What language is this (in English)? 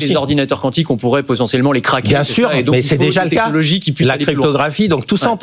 French